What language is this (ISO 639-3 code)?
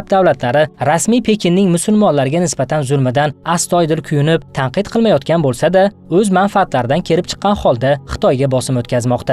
uzb